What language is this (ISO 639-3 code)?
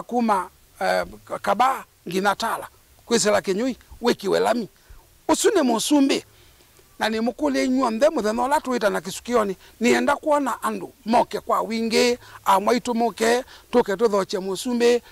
kam